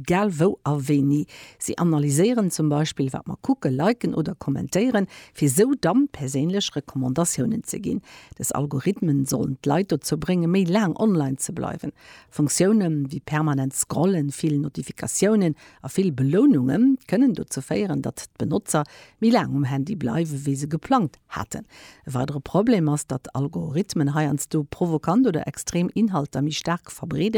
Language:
Luxembourgish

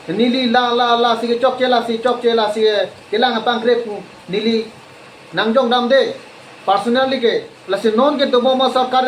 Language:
Karbi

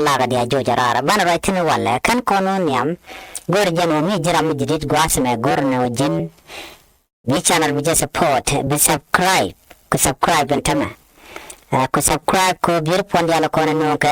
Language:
Nuer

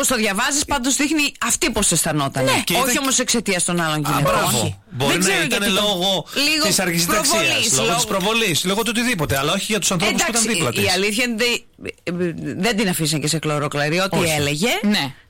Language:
Greek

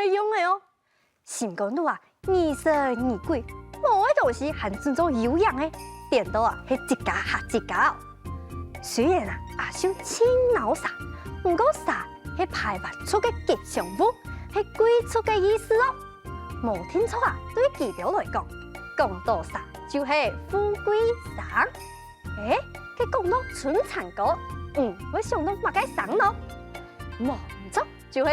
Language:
Hakka Chinese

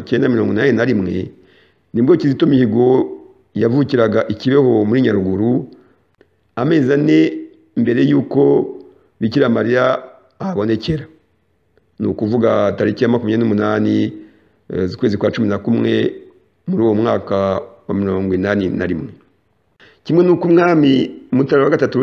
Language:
Kinyarwanda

